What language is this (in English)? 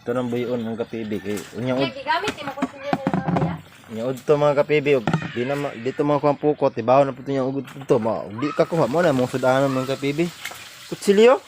Cebuano